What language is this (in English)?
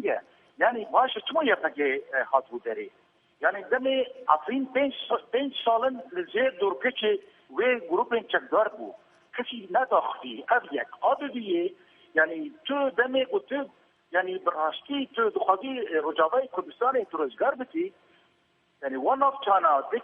Kurdish